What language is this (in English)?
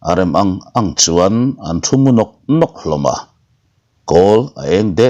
Mizo